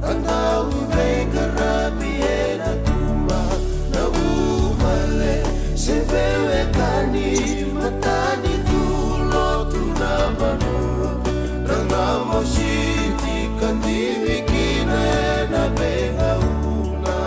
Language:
Fijian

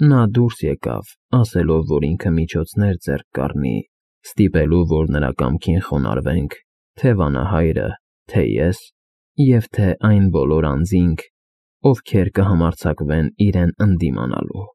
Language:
Armenian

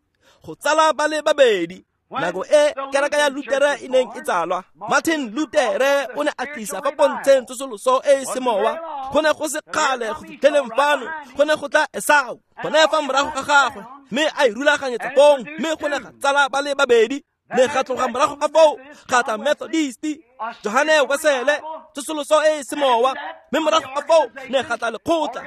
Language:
Tswana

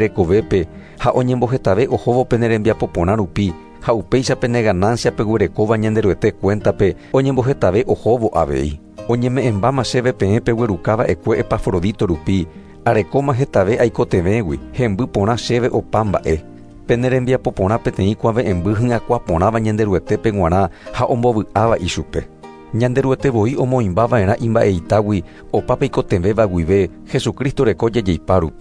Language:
Guarani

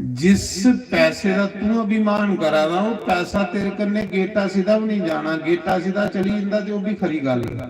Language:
Dogri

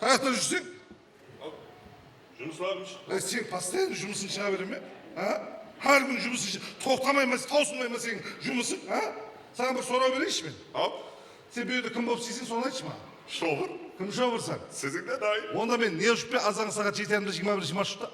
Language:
Kara-Kalpak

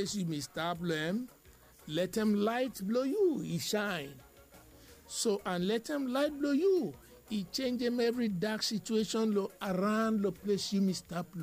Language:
Bislama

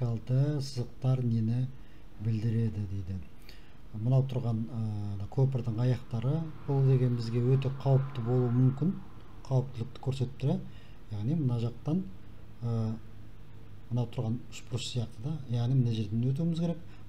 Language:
Kazakh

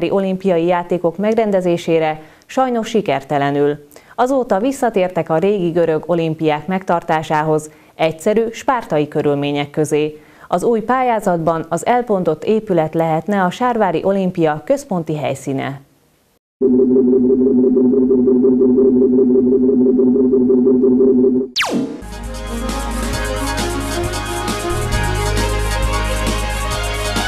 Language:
Hungarian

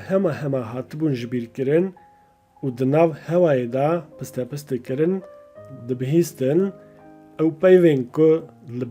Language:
Kurdish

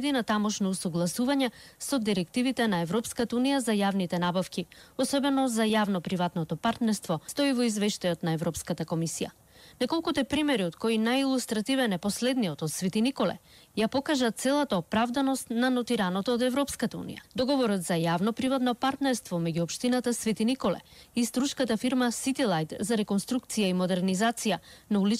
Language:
Macedonian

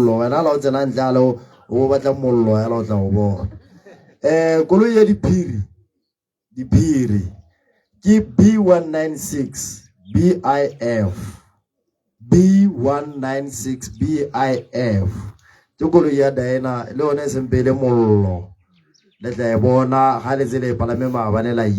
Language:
Tswana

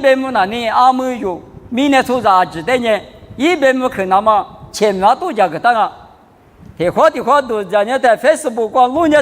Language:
Lisu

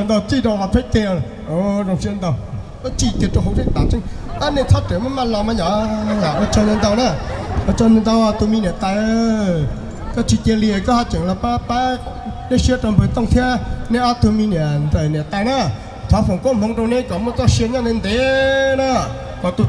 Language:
Hmong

